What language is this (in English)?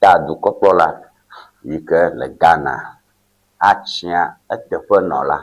Ewe